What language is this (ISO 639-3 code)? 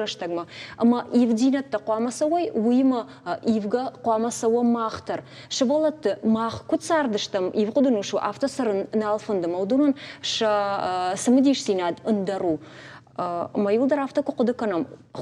oss